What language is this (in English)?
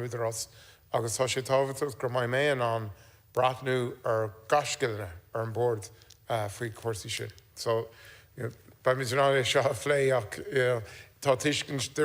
Irish